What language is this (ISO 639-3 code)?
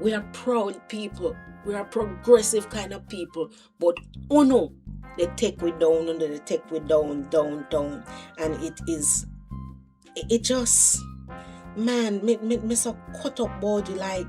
jam